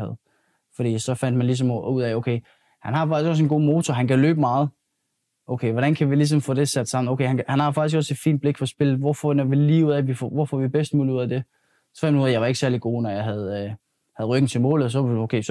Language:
Danish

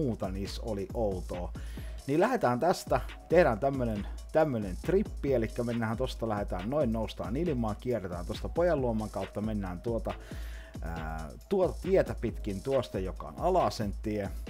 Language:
Finnish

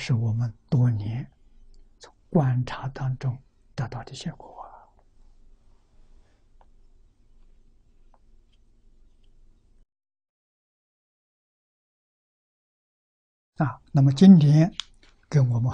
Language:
Chinese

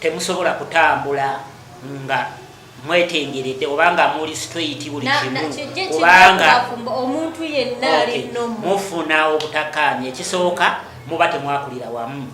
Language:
Ganda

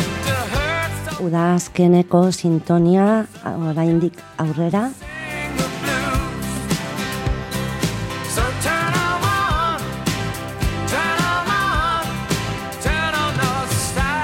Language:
Basque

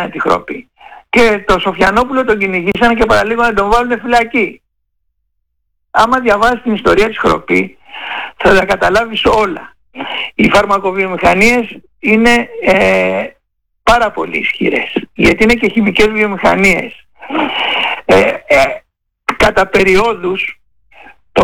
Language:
Greek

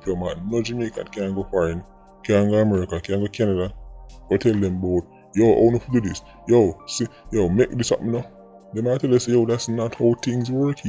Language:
Jamaican Creole English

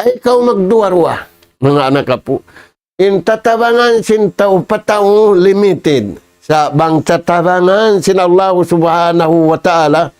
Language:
Tausug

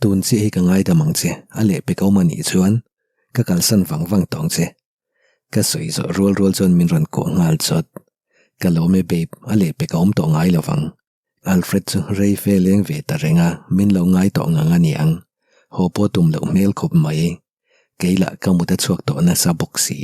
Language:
Mizo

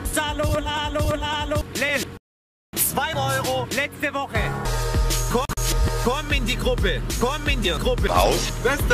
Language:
German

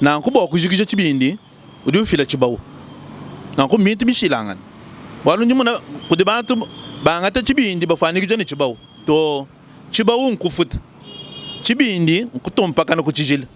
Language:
Luba-Lulua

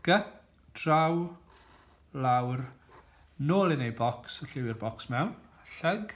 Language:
Welsh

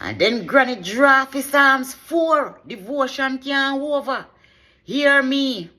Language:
Jamaican Creole English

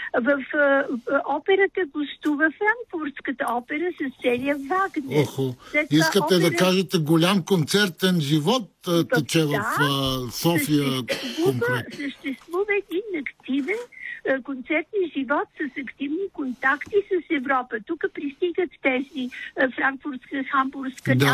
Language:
Bulgarian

